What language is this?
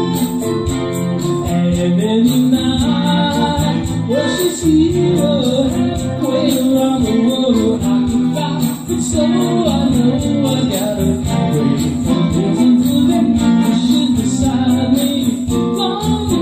English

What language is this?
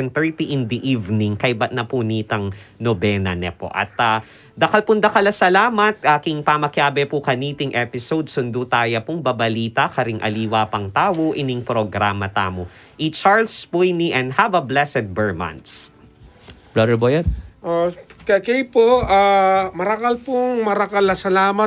Pampanga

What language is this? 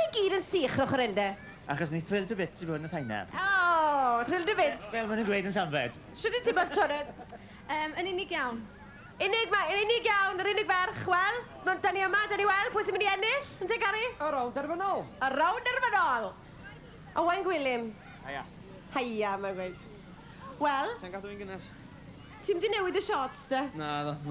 Welsh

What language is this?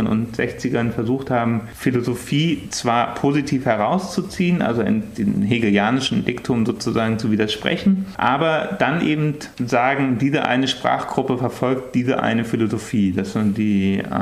German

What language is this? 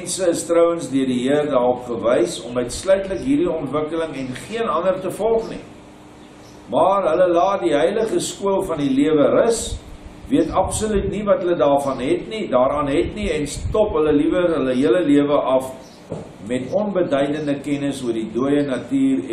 Afrikaans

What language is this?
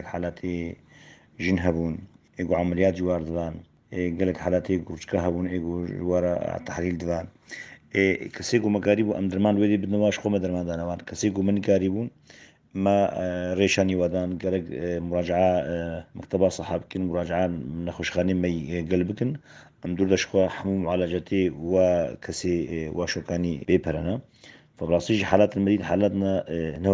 Kurdish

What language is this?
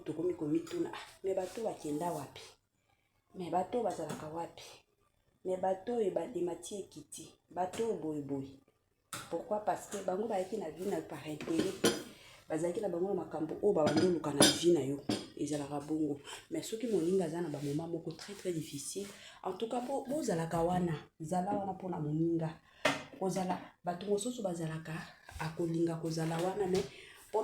Lingala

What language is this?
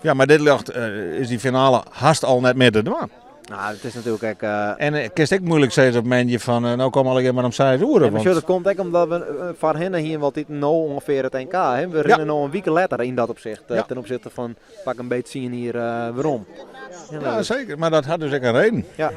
Western Frisian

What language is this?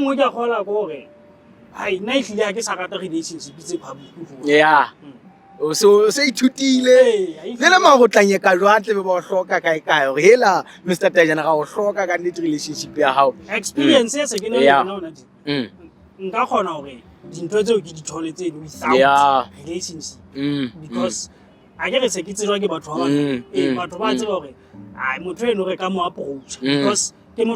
Southern Sotho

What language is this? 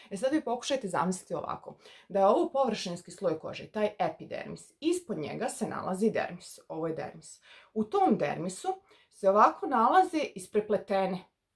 Croatian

